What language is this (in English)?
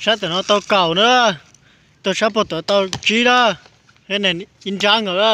Hmong